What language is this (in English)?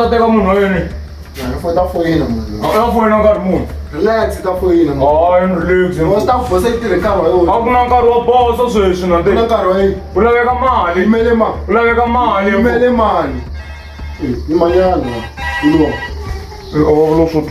Tsonga